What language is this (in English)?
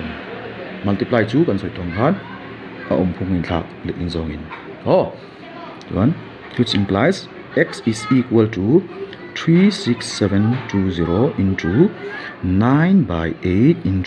Mizo